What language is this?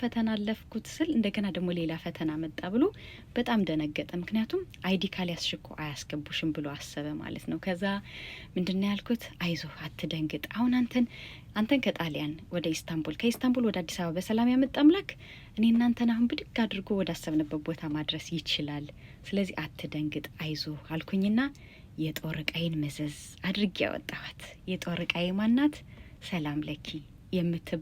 Amharic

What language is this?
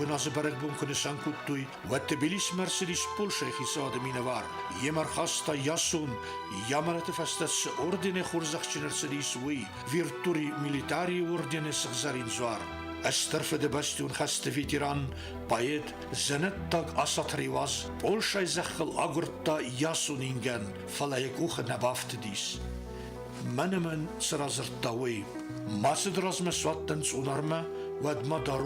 Ossetic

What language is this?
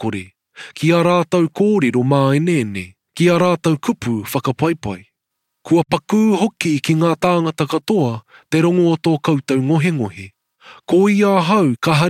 Māori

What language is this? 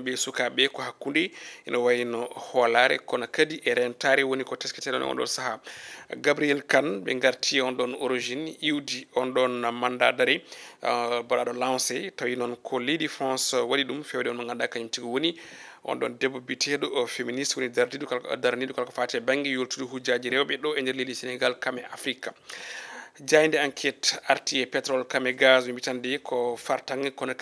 Fula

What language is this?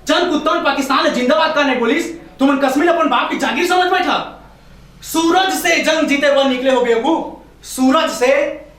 Chhattisgarhi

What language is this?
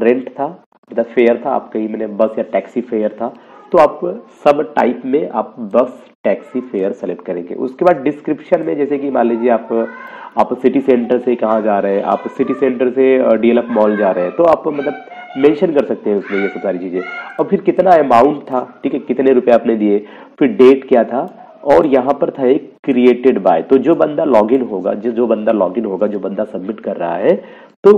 Hindi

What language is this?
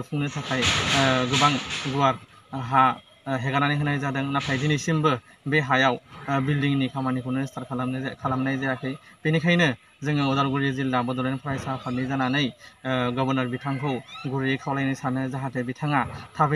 Bodo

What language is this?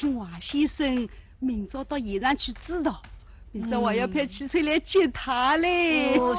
Wu Chinese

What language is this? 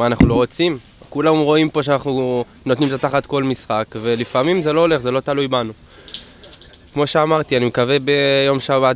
Hebrew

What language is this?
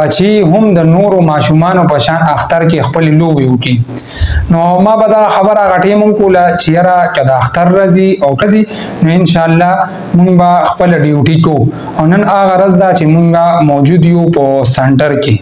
Pashto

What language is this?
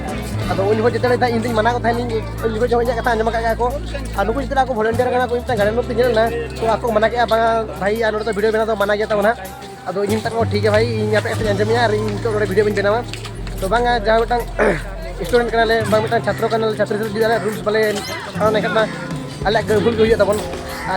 Santali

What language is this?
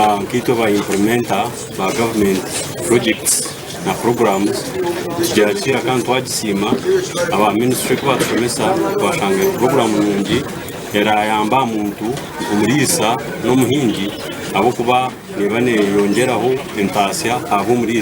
Nyankole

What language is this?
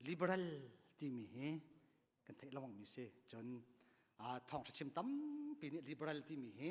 Hakha Chin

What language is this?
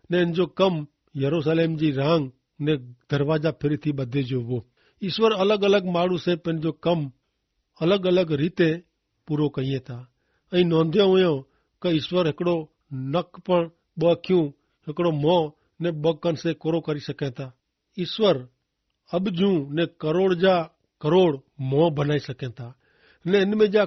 Kachhi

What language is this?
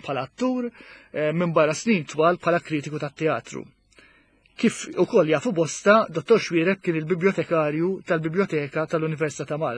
Maltese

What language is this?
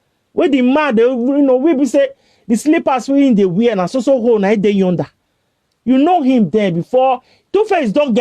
Nigerian Pidgin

